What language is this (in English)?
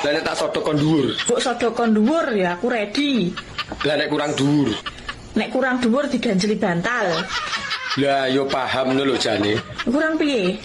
Javanese